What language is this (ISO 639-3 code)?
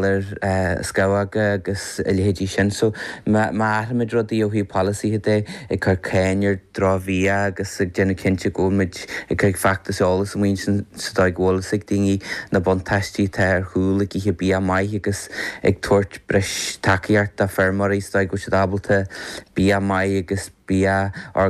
gle